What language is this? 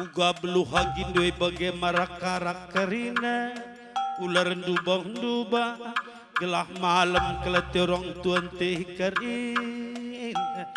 Batak Karo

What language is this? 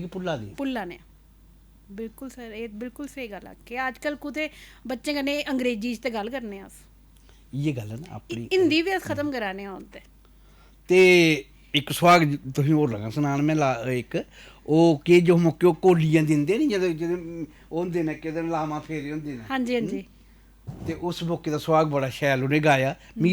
Dogri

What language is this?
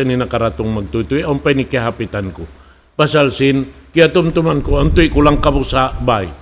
Tausug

